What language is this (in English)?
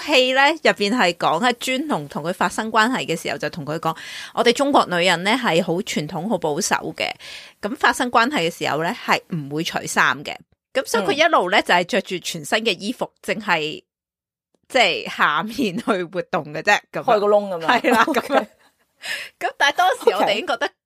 Cantonese